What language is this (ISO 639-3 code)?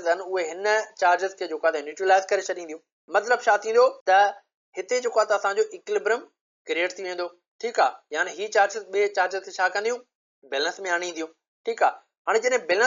snd